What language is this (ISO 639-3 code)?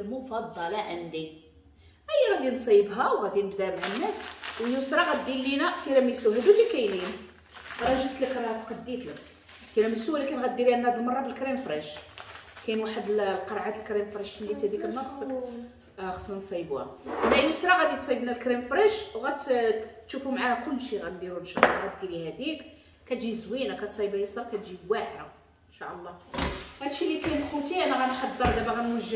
ary